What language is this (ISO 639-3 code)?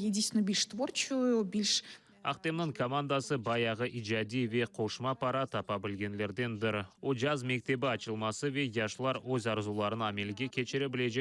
crh